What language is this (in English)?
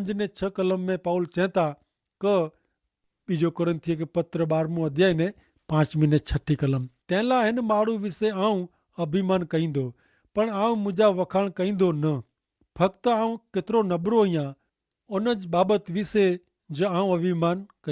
Kachhi